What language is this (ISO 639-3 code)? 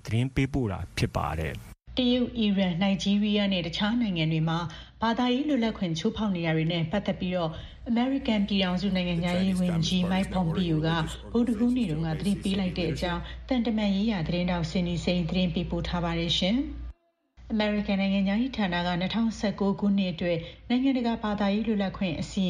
mya